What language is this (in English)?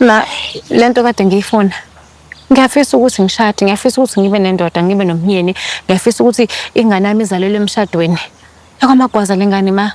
Zulu